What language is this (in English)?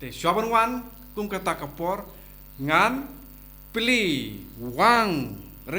Khasi